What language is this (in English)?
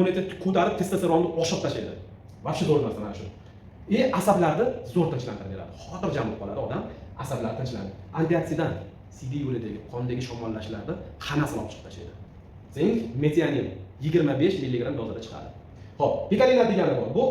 Uzbek